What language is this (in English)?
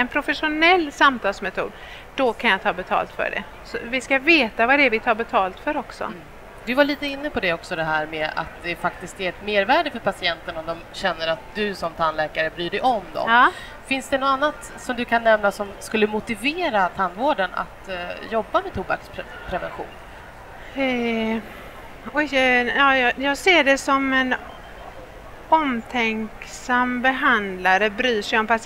Swedish